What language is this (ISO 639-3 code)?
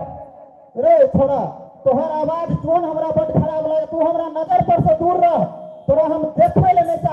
mai